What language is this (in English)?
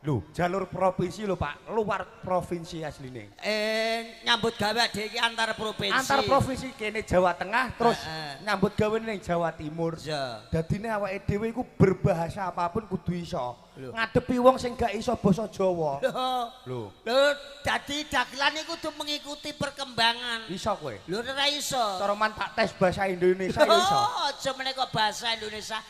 Javanese